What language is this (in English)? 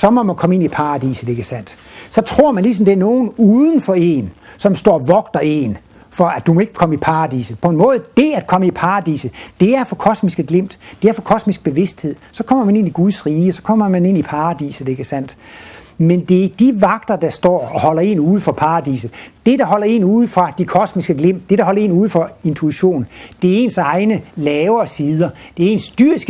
Danish